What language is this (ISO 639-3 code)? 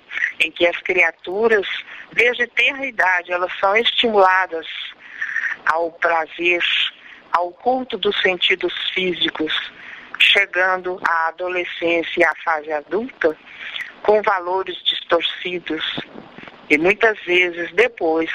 por